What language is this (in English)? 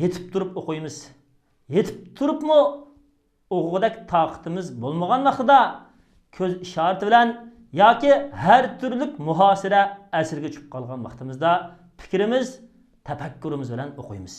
Uyghur